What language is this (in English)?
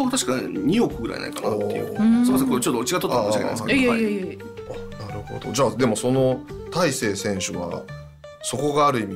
Japanese